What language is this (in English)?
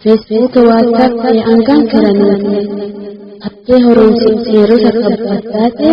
Sidamo